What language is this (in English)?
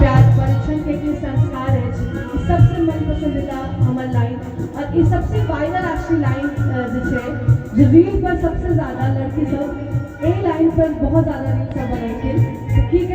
Maithili